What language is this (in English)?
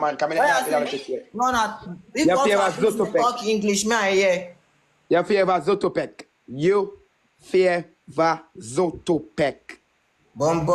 Jamaican Creole English